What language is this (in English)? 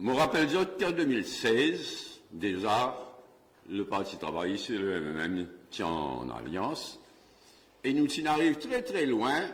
Morisyen